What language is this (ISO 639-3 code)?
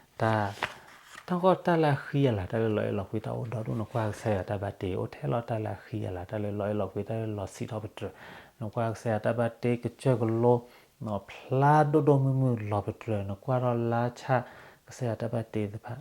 ksw